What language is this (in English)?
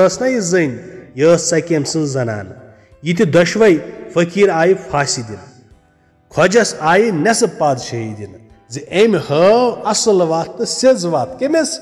Kashmiri